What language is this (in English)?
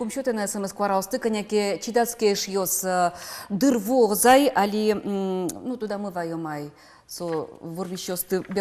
Udmurt